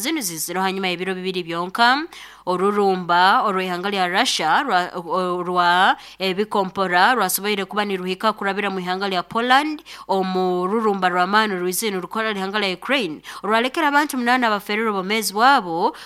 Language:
Nyoro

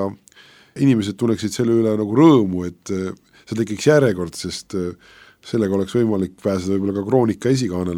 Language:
Estonian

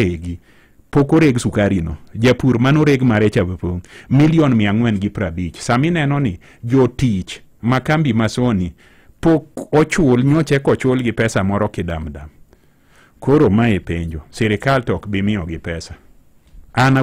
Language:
Luo (Kenya and Tanzania)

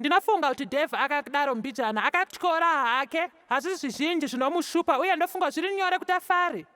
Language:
Shona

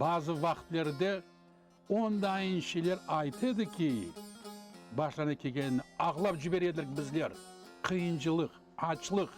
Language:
Crimean Tatar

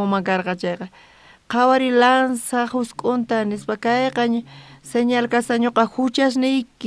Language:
South Bolivian Quechua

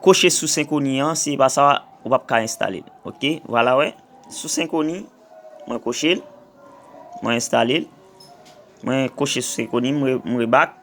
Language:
Haitian Creole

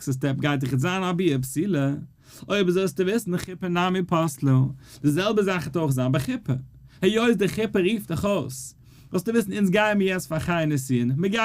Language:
Yiddish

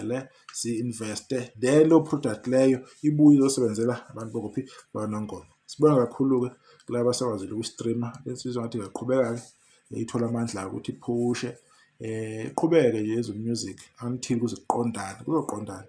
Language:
Zulu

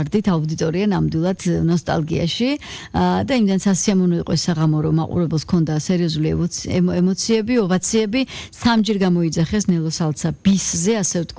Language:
Georgian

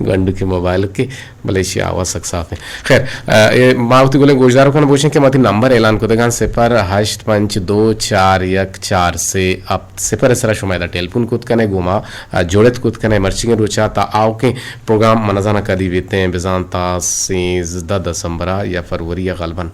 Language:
Eastern Balochi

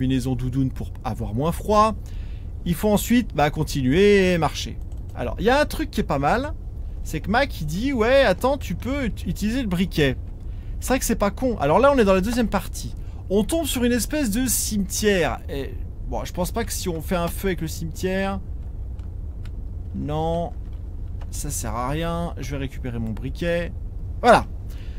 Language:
French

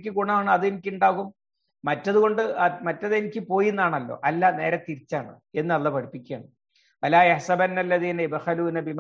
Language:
Malayalam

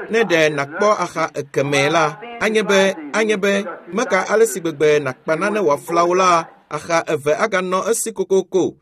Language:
Ewe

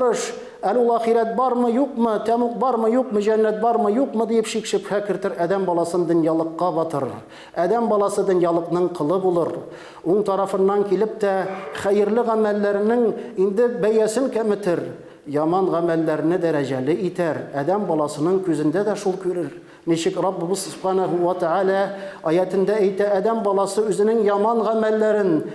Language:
Tatar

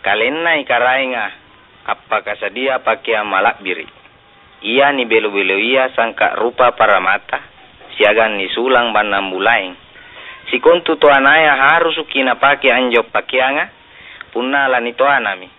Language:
Makasar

